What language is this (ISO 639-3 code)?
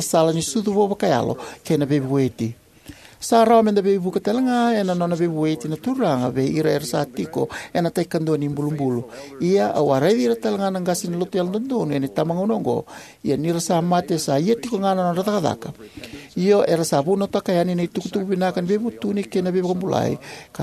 fij